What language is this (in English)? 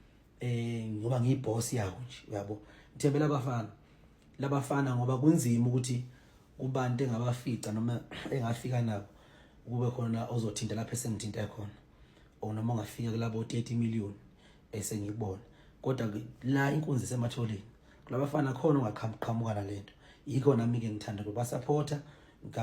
Zulu